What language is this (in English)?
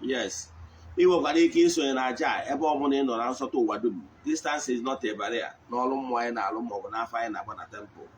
Igbo